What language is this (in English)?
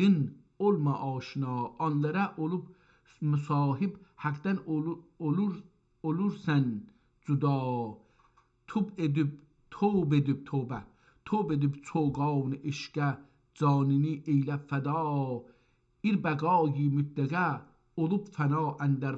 South Azerbaijani